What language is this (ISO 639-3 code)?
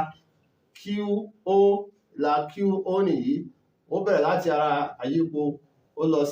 yor